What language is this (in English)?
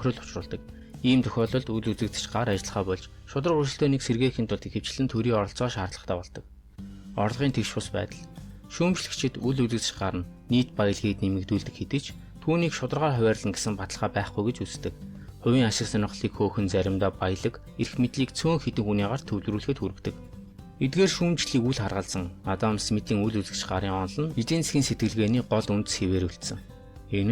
Mongolian